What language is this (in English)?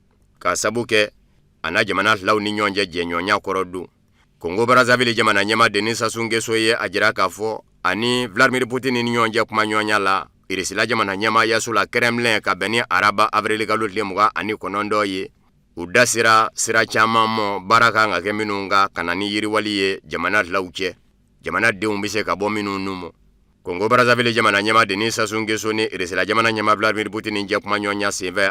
Bambara